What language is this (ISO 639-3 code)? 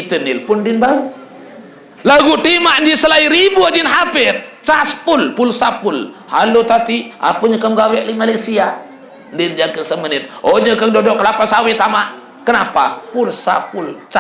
sas